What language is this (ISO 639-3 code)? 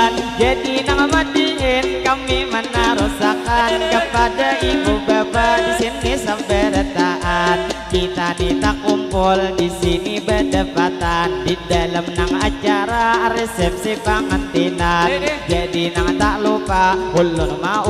bjn